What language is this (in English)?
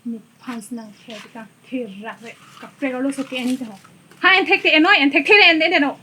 Karbi